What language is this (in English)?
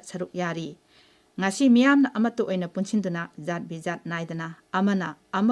Manipuri